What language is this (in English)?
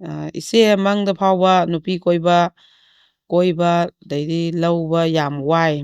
Manipuri